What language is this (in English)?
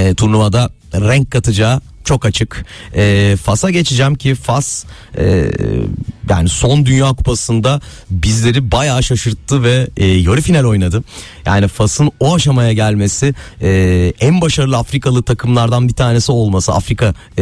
Turkish